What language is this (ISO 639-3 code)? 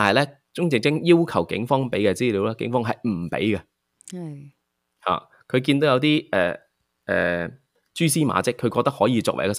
yue